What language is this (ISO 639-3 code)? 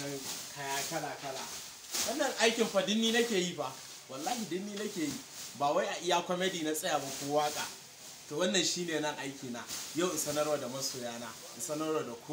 hau